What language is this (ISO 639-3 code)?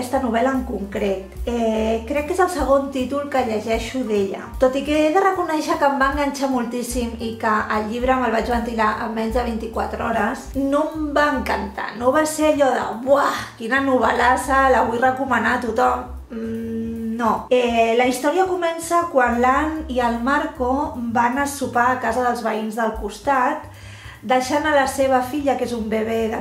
cat